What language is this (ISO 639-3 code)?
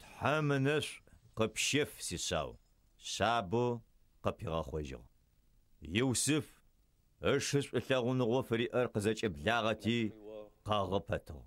ady